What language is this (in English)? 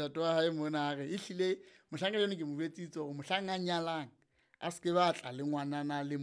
Southern Sotho